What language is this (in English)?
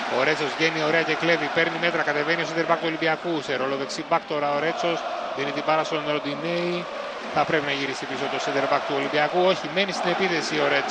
Greek